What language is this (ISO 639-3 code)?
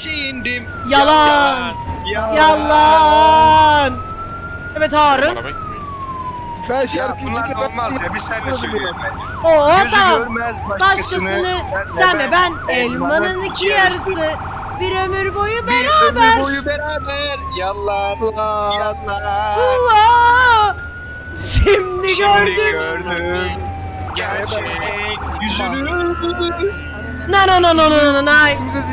tur